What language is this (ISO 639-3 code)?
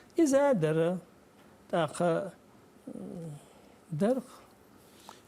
che